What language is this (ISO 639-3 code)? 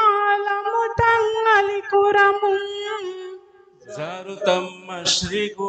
div